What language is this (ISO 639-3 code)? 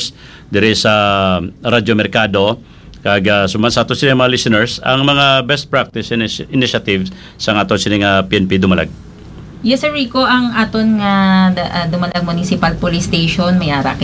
hil